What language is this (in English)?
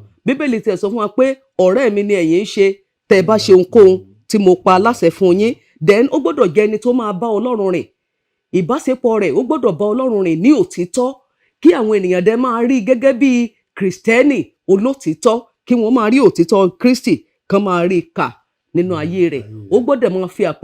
Yoruba